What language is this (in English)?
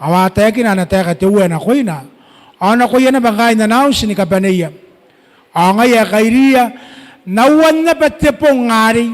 Gilbertese